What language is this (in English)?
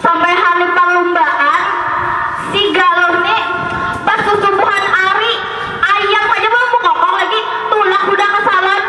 Banjar